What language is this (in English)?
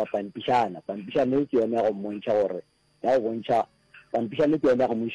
Northern Sotho